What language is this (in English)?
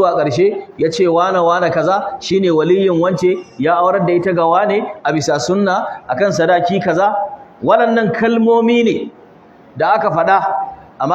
Hausa